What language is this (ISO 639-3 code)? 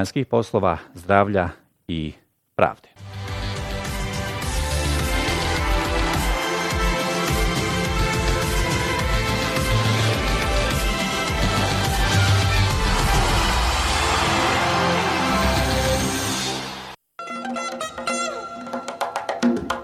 bos